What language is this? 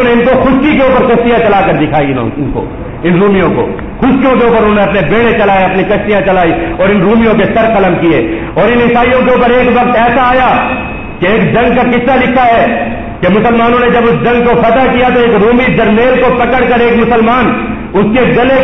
Urdu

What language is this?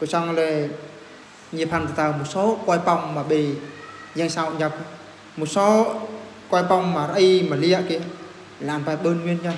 Eastern Bru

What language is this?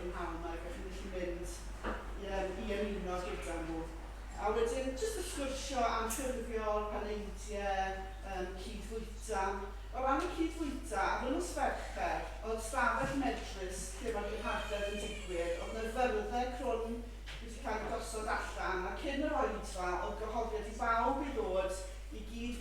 Welsh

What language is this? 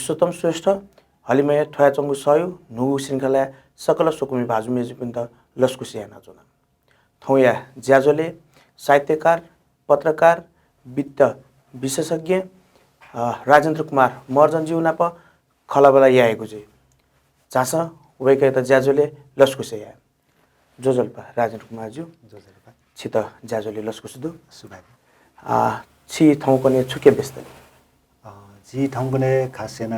Newari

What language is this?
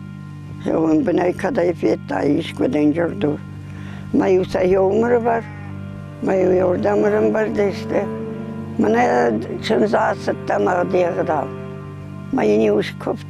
Ossetic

